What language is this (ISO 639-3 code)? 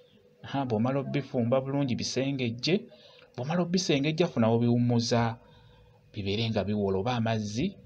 lug